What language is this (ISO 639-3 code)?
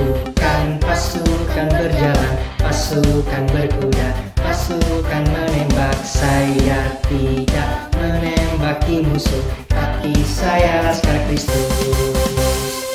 ind